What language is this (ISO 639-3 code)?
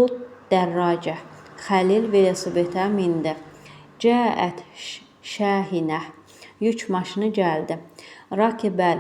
aze